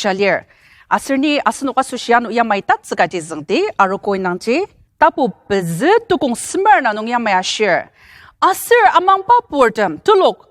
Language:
Ao Naga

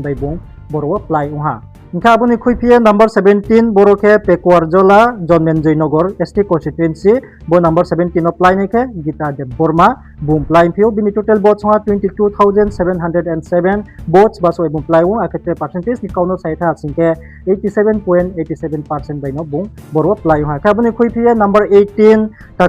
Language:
Riang (India)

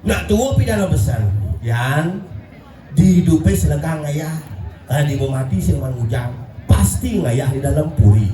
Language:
Balinese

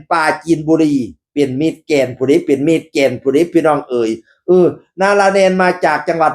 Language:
Northeastern Thai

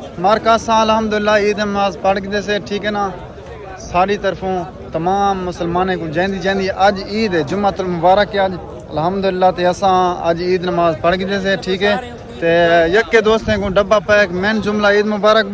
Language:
Saraiki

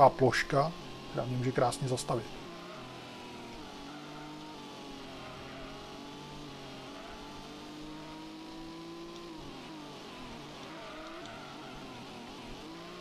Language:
Czech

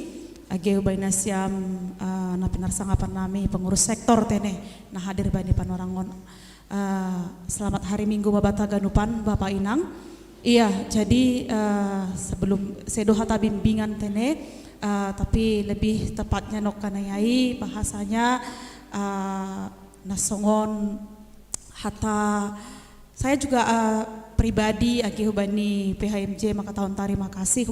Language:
Batak Simalungun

